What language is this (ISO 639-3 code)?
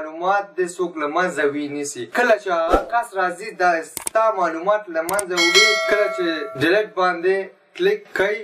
pus